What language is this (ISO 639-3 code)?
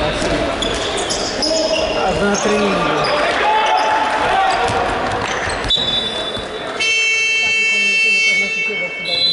pol